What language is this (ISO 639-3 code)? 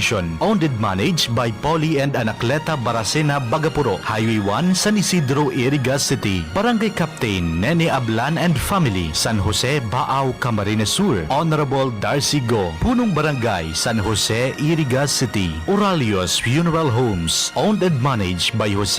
bik